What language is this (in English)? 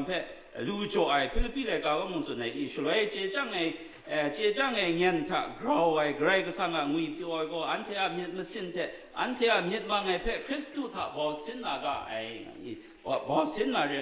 Kachin